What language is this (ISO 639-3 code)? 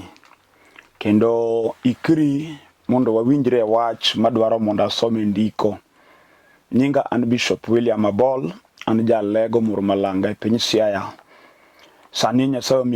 luo